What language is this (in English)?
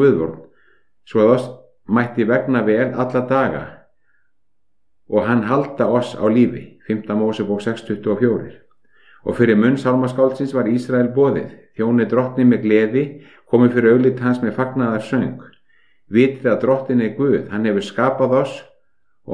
Icelandic